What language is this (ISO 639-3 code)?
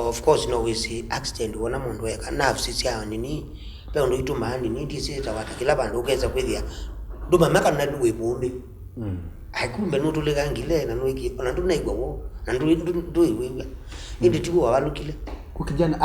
kam